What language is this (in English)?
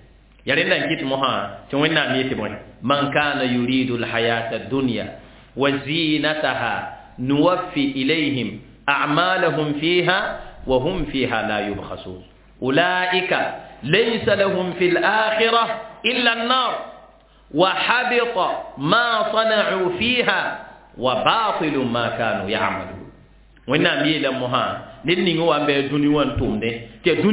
Mossi